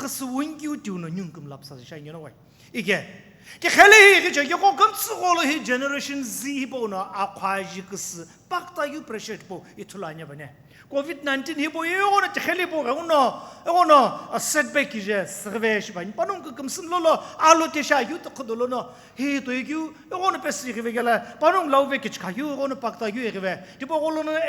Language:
Sumi Naga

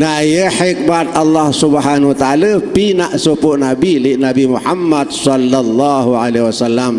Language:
Sasak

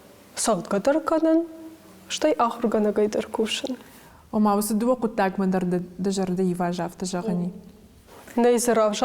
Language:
Ossetic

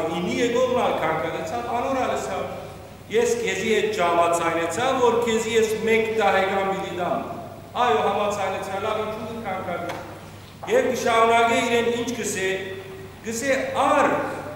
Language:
Western Armenian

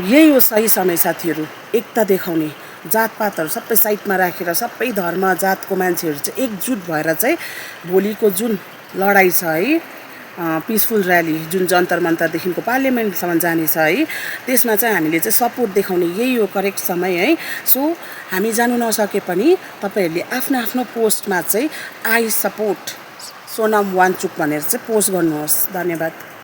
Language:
Nepali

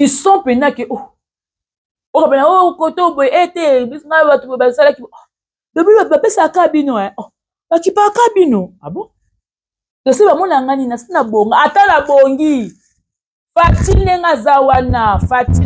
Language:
Lingala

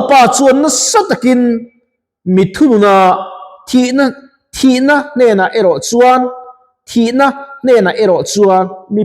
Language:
Mizo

